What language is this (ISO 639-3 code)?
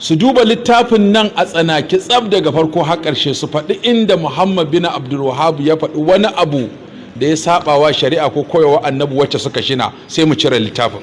hau